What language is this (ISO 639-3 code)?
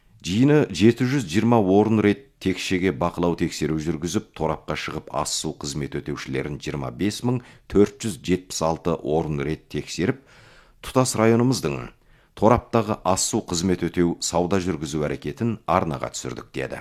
kaz